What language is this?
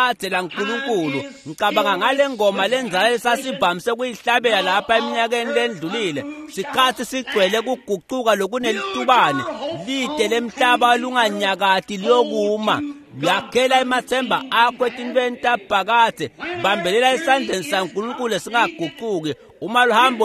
Swati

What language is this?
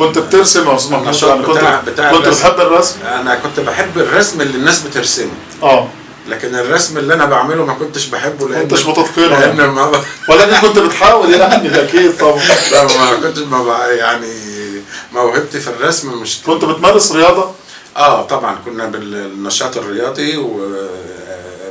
Egyptian Arabic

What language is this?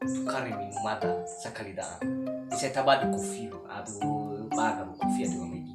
Nias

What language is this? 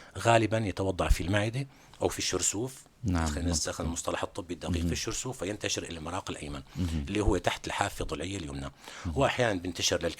North Levantine Arabic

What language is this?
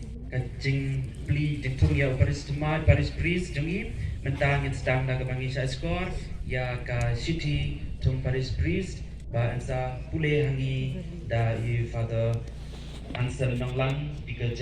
Khasi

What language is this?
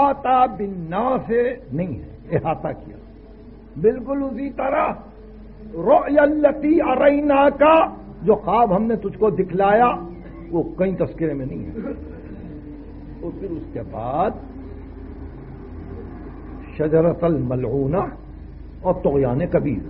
Urdu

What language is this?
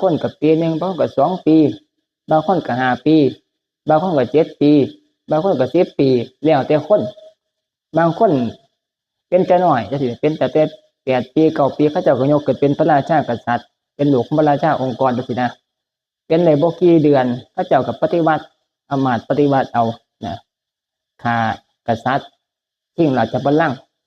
Northeastern Thai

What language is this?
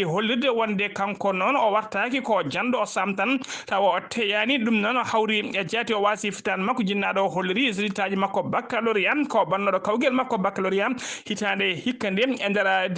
Fula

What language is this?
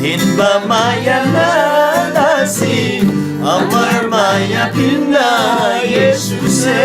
Eastern Tamang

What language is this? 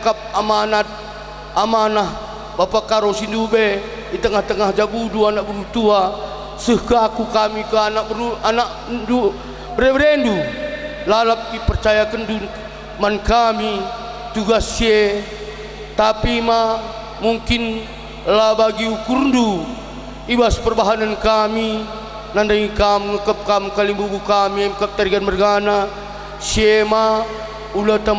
Batak Karo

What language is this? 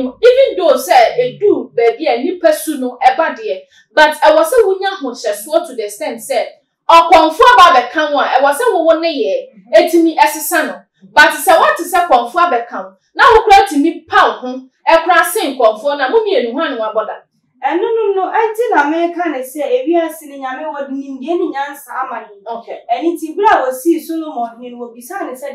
Akan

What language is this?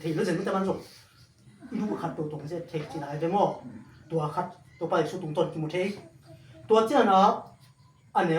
Tedim Chin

